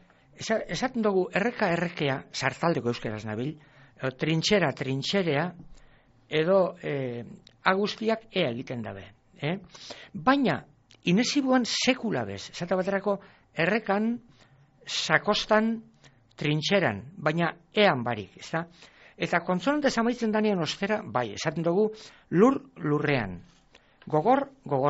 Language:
Basque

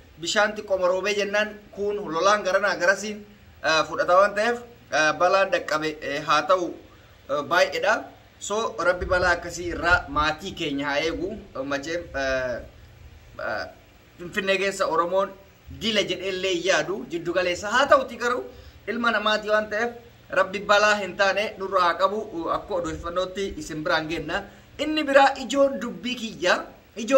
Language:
Oromo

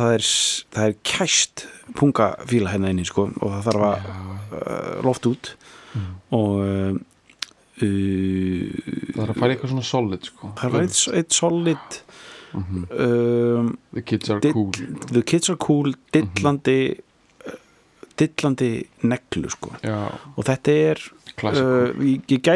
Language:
Icelandic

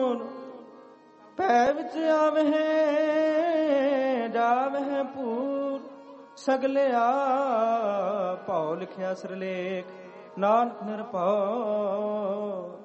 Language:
Punjabi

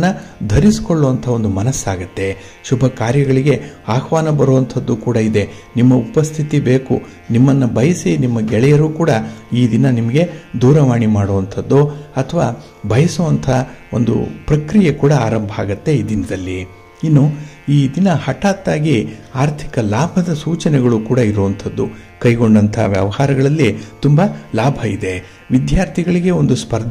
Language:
Kannada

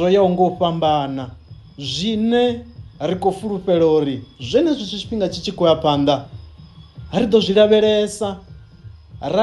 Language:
Venda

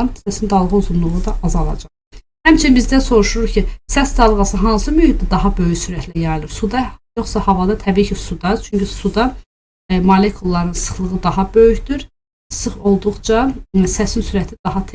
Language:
Azerbaijani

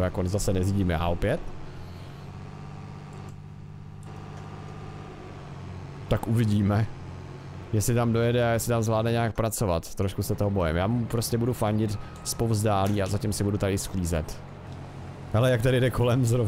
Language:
Czech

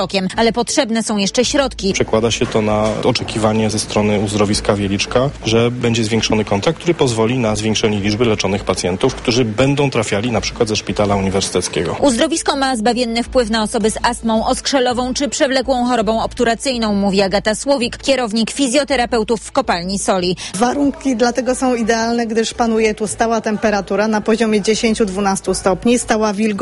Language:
Polish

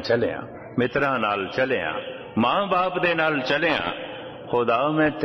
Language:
Punjabi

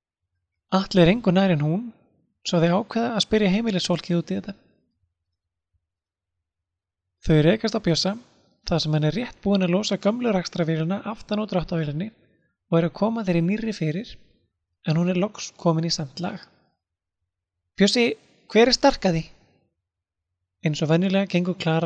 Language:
Icelandic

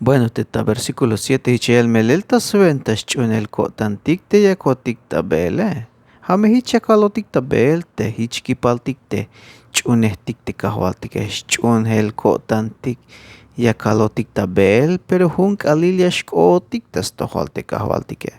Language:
Tzeltal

